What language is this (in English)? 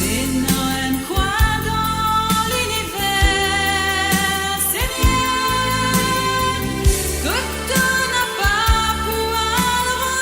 Morisyen